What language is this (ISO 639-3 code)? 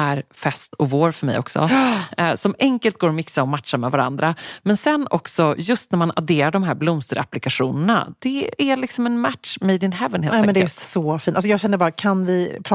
swe